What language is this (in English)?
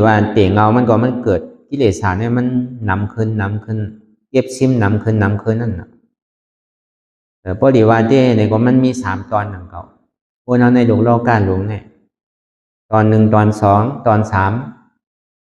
Shan